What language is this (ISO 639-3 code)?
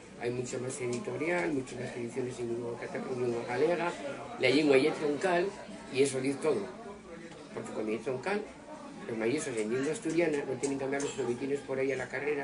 ast